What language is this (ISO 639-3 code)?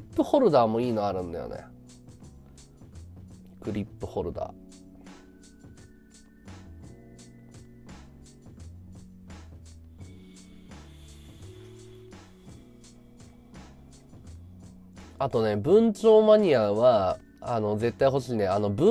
jpn